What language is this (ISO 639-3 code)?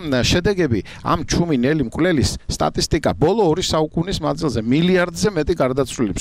kat